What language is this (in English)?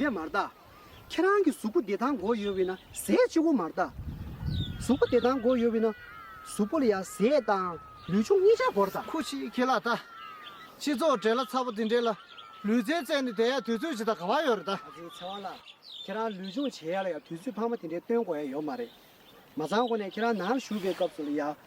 Tibetan